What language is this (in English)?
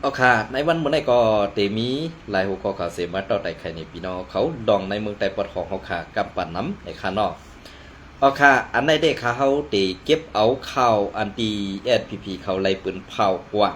Shan